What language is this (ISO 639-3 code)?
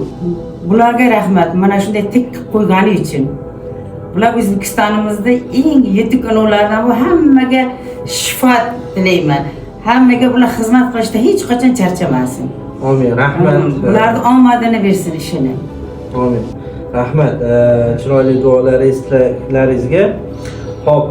uzb